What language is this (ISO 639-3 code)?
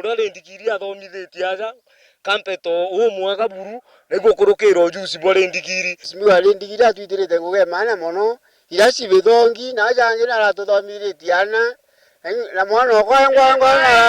mer